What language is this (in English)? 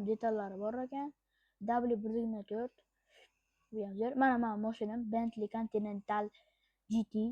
Uzbek